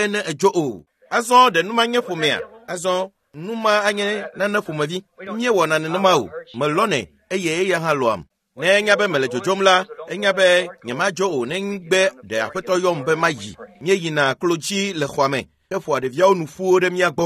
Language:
Ewe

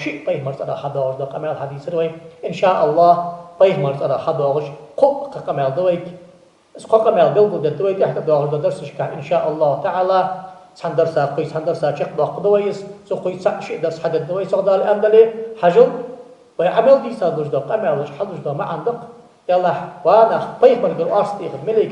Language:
Ingush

